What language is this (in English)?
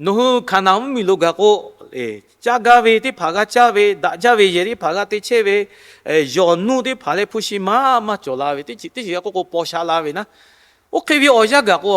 Lahu